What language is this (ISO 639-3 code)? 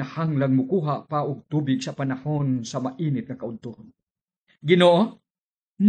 ceb